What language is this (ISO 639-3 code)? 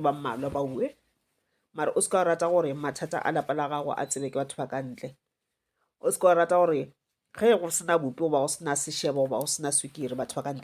nso